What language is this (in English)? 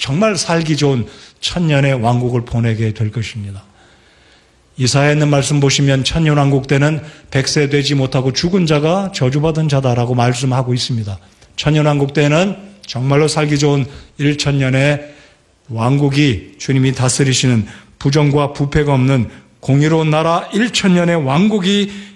Korean